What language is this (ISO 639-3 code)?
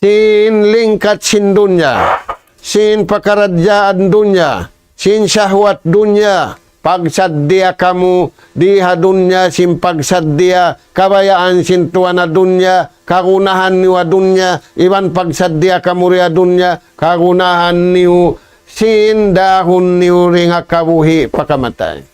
tsg